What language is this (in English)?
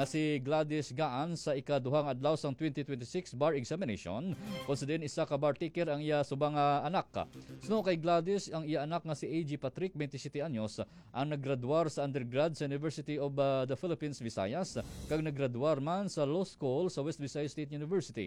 Hiligaynon